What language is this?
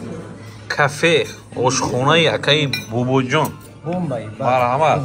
Tajik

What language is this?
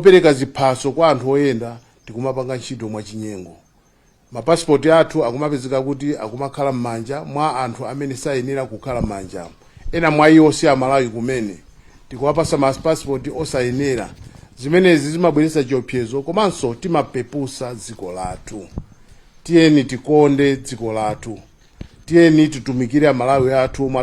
Nyanja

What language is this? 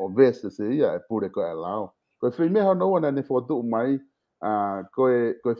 Tongan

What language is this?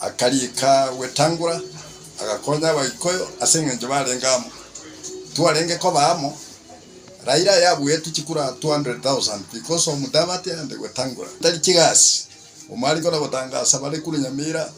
Gusii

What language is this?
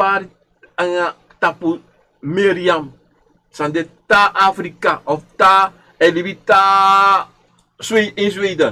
Sranan Tongo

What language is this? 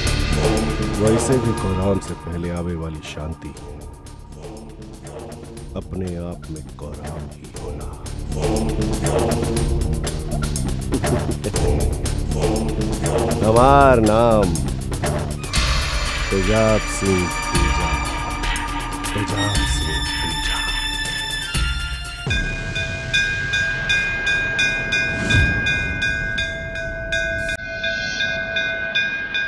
Bhojpuri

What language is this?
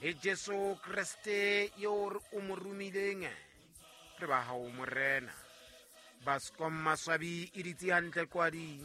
Southern Sotho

